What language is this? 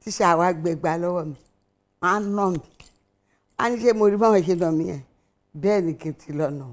Yoruba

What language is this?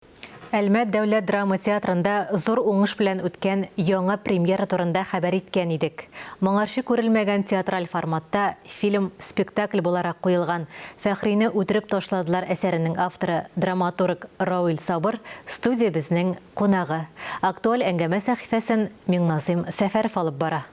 Tatar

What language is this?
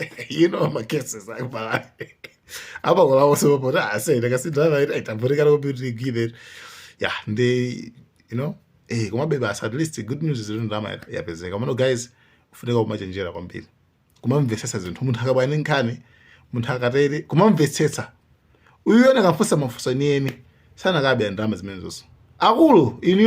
Nyanja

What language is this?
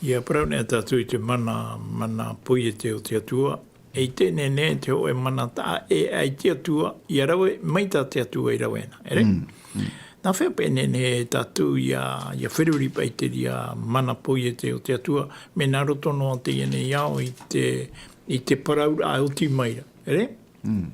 Tahitian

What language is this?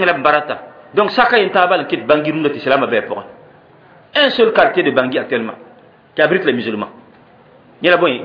Mossi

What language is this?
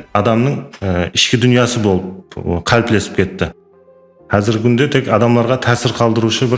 Kara-Kalpak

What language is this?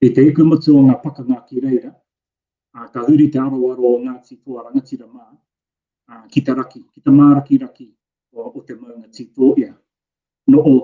Māori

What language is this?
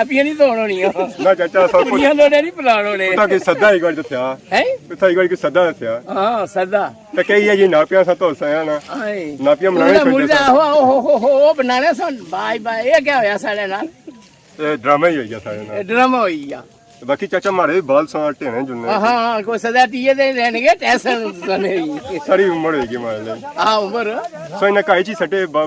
Pahari-Potwari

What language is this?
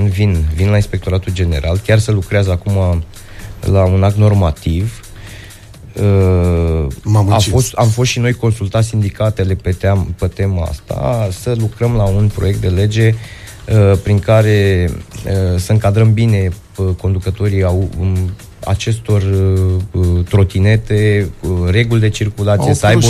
Romanian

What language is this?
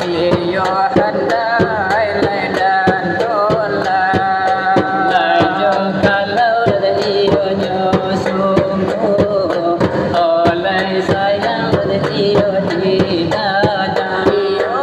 Minangkabau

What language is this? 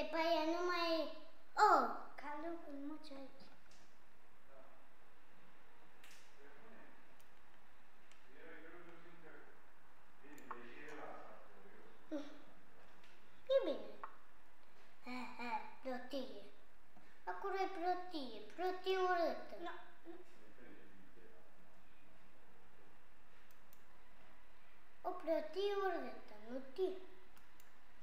Romanian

